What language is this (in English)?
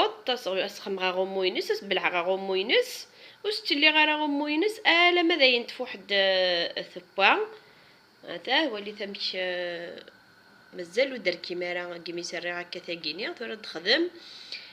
Kabyle